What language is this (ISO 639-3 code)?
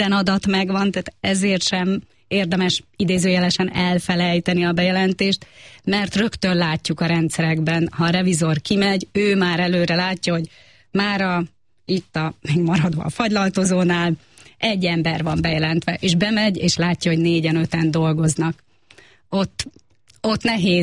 hun